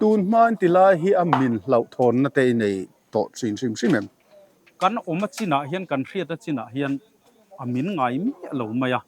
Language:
Mizo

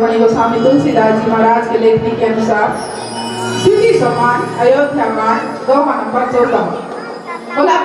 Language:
Chhattisgarhi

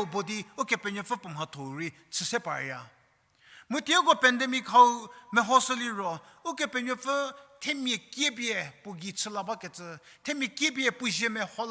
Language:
Angami Naga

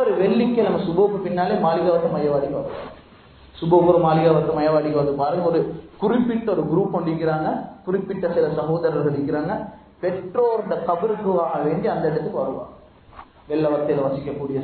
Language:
Tamil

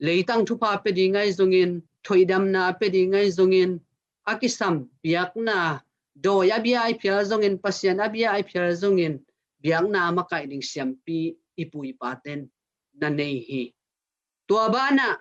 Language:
Tedim Chin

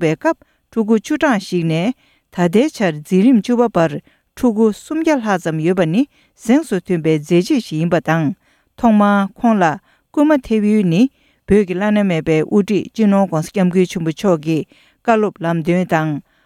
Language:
Tibetan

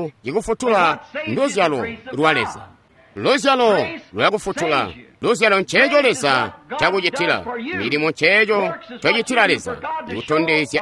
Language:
Tonga (Zambia)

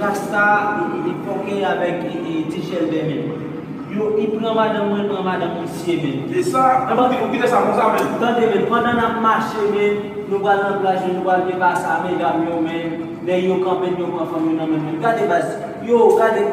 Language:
Haitian Creole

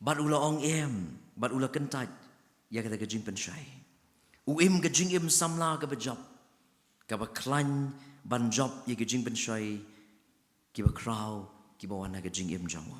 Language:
Khasi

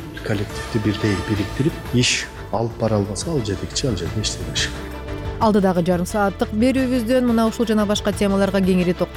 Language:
Kyrgyz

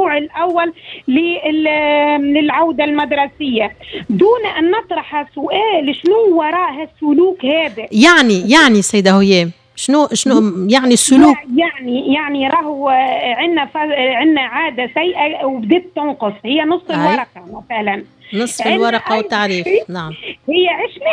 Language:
Tunisian Arabic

